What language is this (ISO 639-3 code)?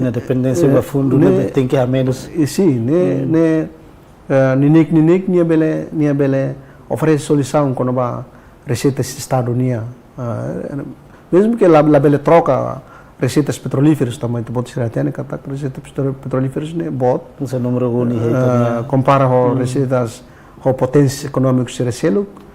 tet